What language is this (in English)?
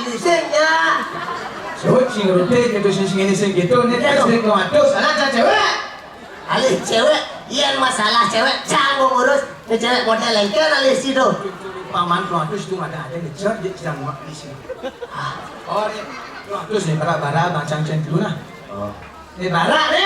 Balinese